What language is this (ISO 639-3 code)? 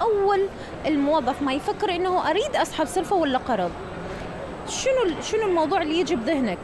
acm